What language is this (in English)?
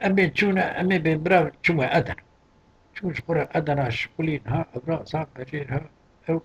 Kurdish